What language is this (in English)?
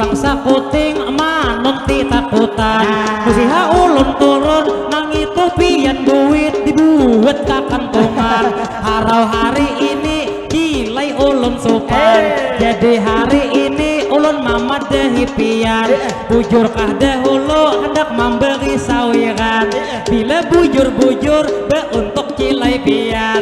Banjar